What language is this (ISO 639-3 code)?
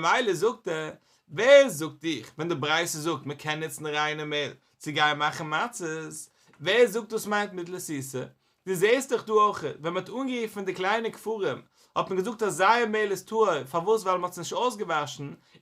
yid